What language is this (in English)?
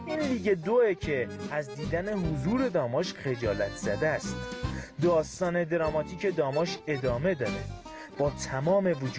Gilaki